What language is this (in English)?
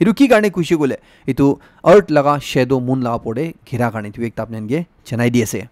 Naga Pidgin